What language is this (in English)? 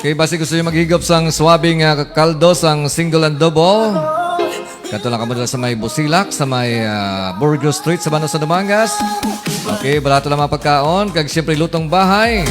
Hiligaynon